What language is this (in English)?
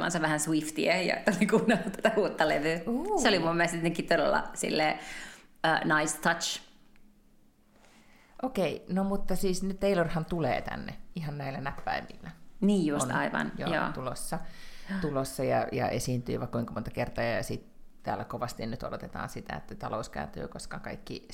Finnish